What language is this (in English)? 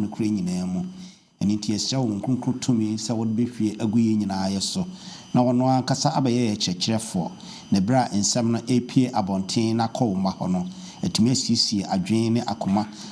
Akan